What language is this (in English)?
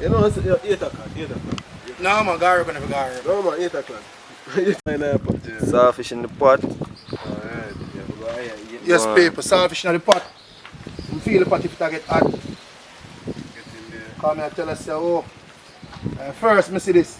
Jamaican Creole English